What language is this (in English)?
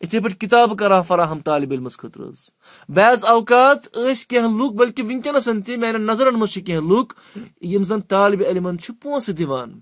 Kashmiri